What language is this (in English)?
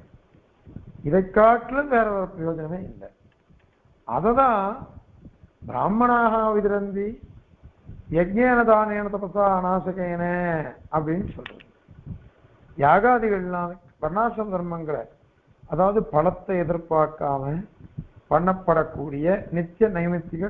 Tamil